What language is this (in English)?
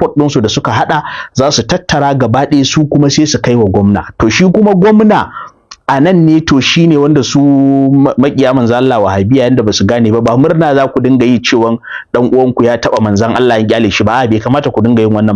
Hausa